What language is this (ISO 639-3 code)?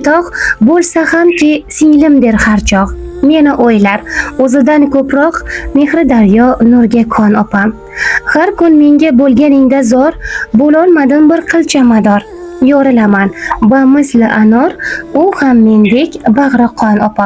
uzb